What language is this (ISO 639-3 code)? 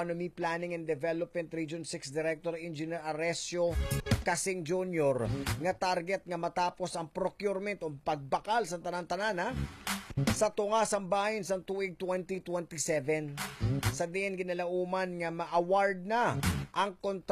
hil